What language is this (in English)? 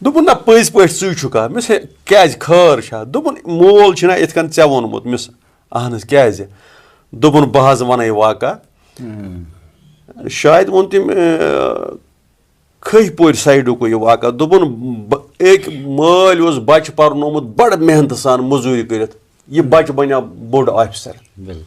Kashmiri